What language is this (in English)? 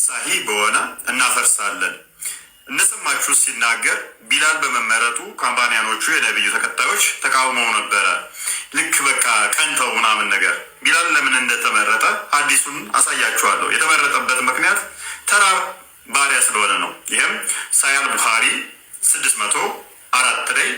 Amharic